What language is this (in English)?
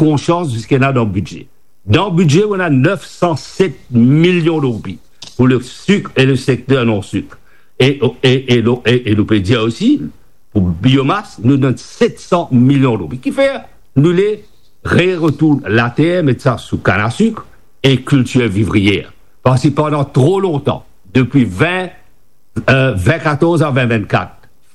Morisyen